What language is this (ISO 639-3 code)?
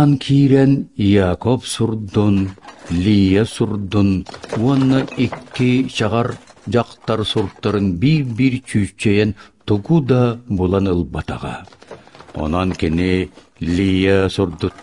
sah